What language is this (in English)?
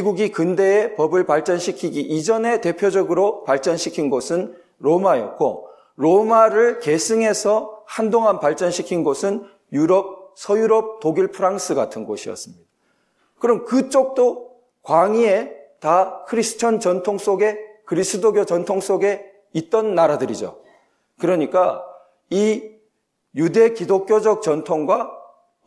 Korean